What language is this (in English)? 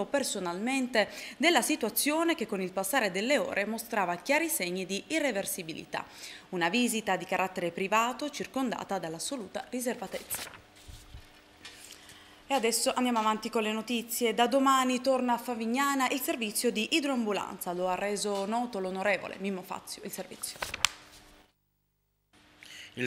Italian